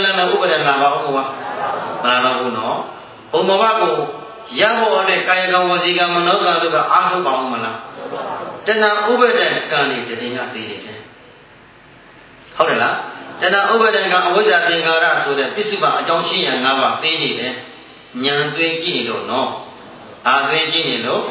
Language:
Burmese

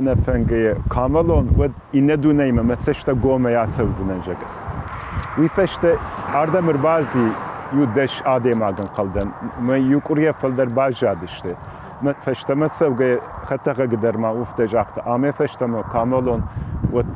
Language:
Ossetic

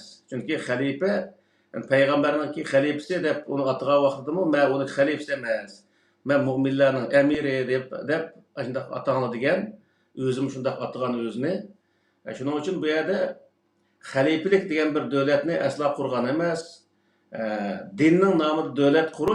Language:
Uyghur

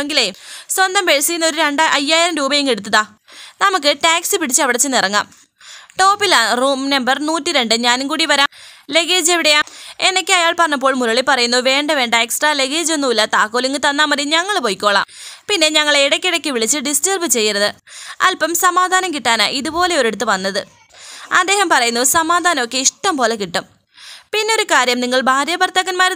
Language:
Malayalam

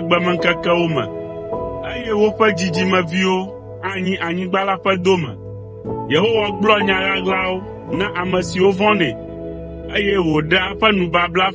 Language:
Ewe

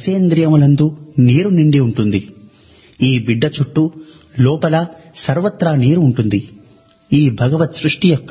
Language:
Telugu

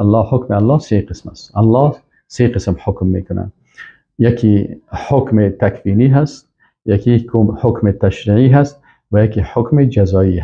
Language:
Persian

